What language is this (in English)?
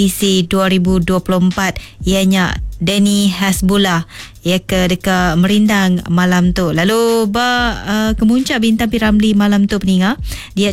Iban